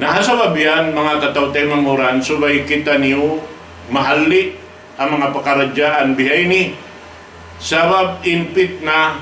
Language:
Tausug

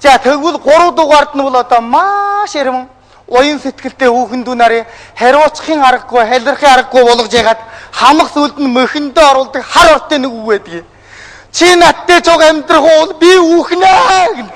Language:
Mongolian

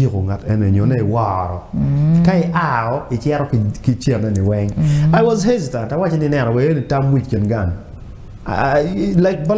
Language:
Acoli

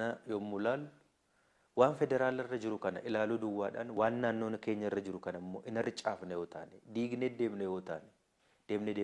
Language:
Oromo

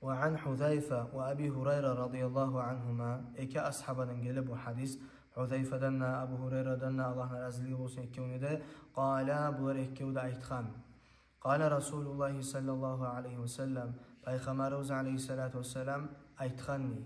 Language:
Kumyk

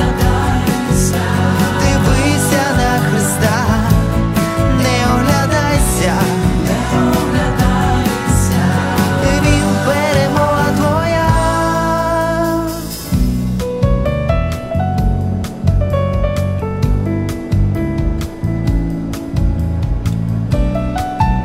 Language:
Ukrainian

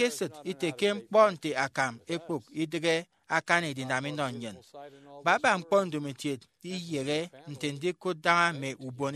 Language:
Efik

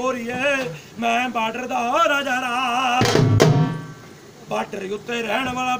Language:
Punjabi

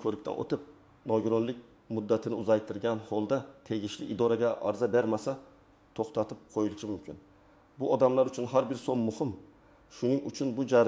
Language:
Uzbek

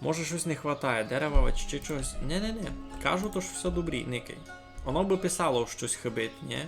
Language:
Rusyn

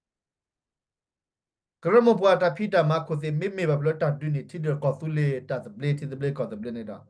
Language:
S'gaw Karen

